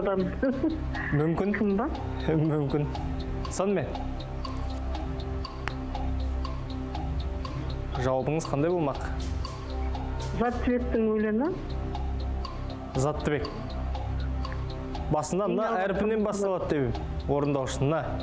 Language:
Kazakh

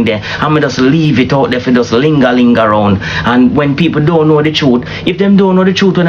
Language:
Jamaican Creole English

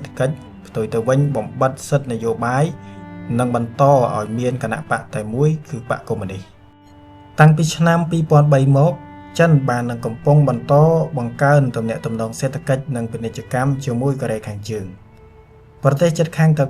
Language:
Khmer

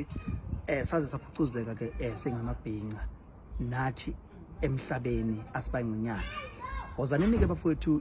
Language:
Zulu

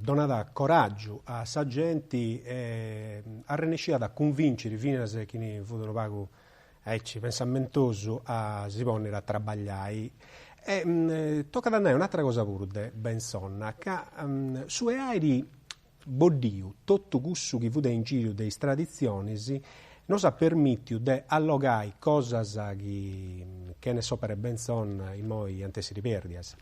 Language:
Sardinian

